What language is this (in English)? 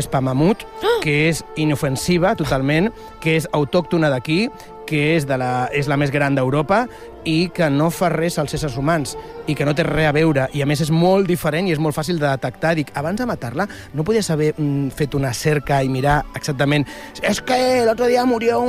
Catalan